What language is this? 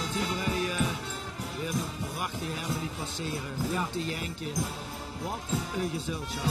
Limburgish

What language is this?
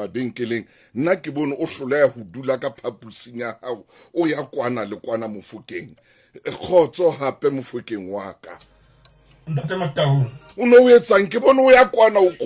Southern Sotho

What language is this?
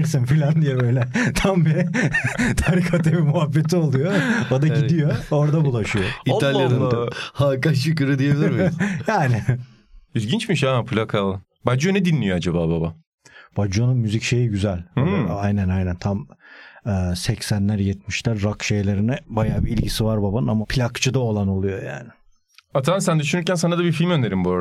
Turkish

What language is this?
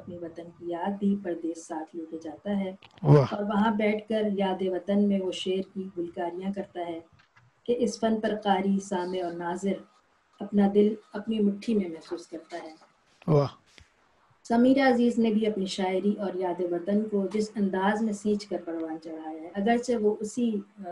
Urdu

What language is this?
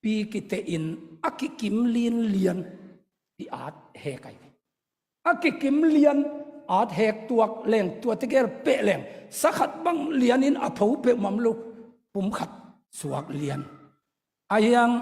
Tedim Chin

